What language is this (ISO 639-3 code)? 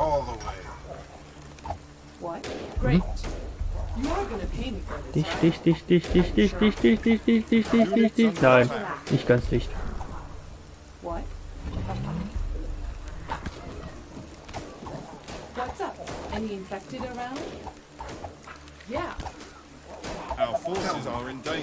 deu